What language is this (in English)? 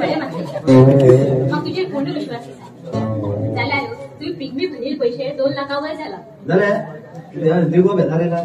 Konkani